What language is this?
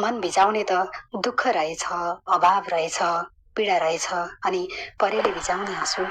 Nepali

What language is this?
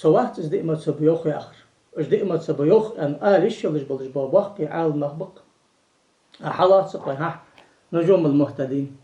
Ingush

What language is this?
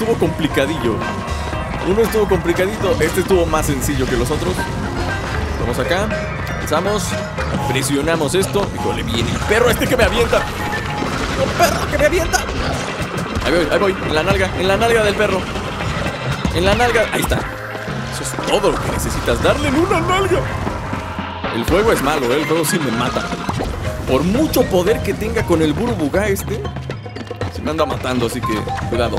Spanish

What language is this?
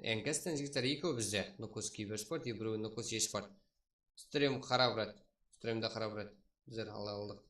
Kara-Kalpak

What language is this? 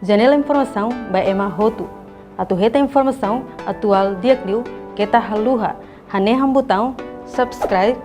Tetum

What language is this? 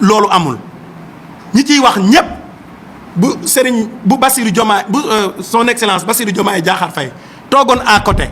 Wolof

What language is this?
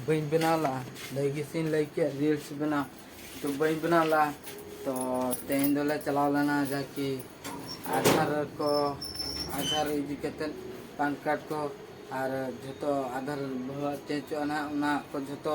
Santali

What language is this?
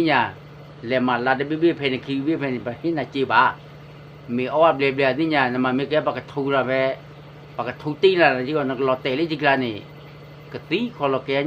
S'gaw Karen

